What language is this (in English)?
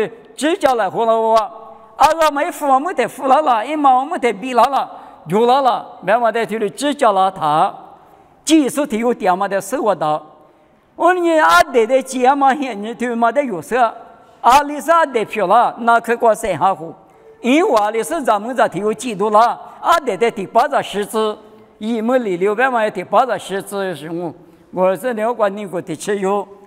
Lisu